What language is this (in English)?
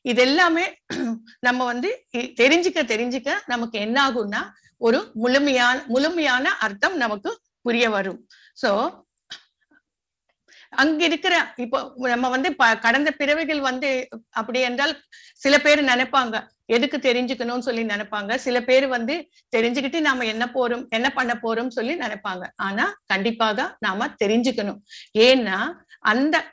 Tamil